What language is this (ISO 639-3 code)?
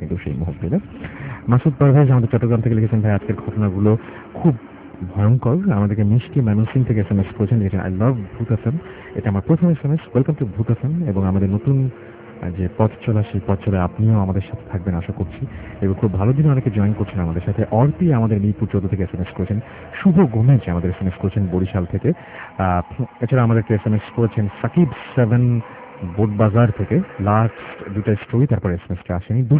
ben